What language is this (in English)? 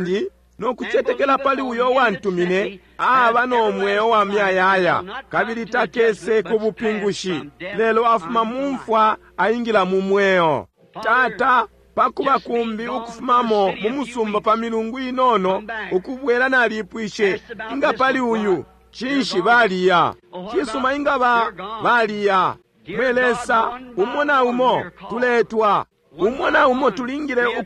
Bemba